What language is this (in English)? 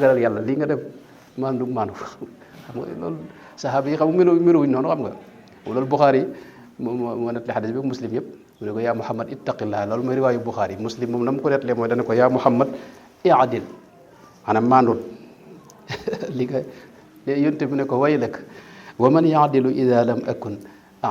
Wolof